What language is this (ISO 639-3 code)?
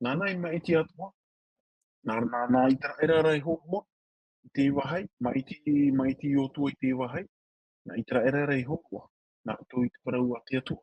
tah